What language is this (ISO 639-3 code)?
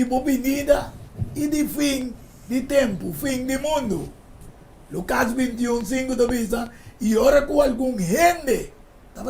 pap